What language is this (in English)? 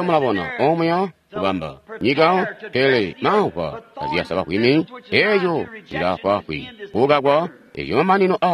Tonga (Zambia)